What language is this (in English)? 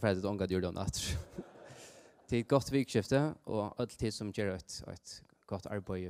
Faroese